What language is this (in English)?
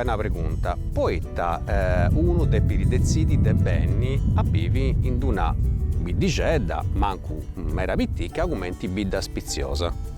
Sardinian